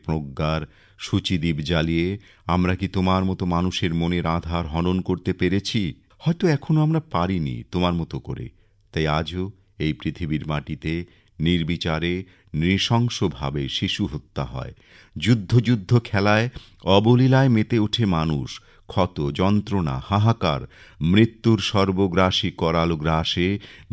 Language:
Bangla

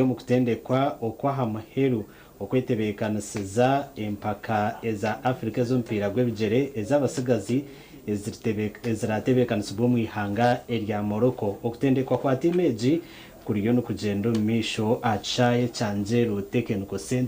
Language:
Nyankole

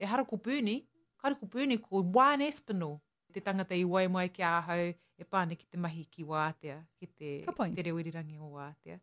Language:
Māori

